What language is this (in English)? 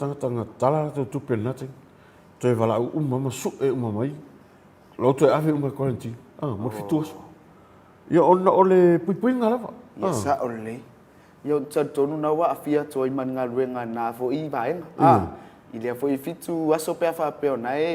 Samoan